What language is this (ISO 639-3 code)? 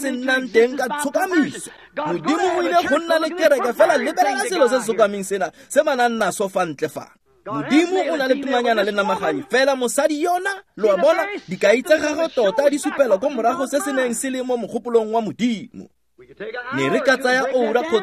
tsn